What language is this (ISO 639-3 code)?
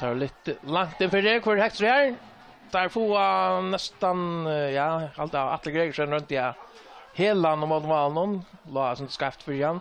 fao